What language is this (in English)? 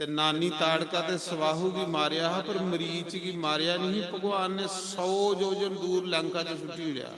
Dogri